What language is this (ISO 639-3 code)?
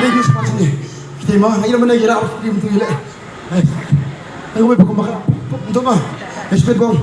kha